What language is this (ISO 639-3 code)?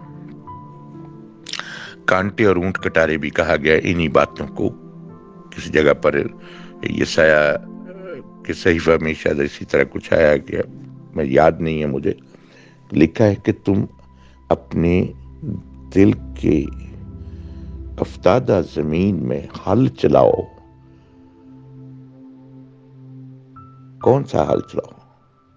urd